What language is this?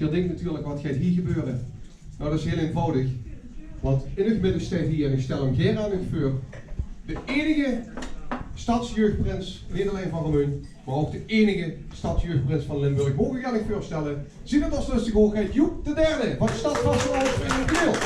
Limburgish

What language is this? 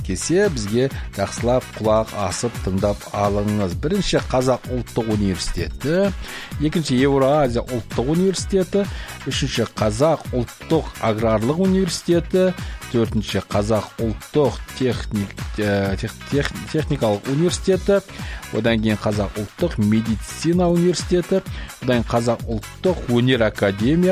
Kazakh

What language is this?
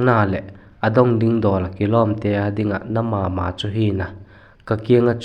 Vaiphei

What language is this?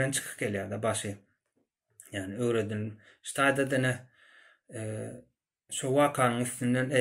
Turkmen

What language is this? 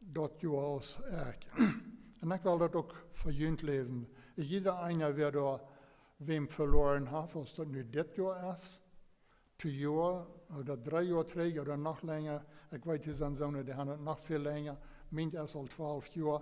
Plautdietsch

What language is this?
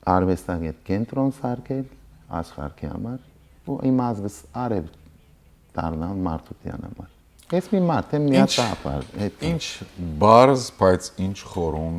Western Armenian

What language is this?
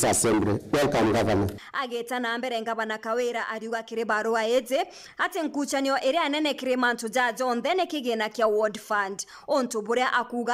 Meru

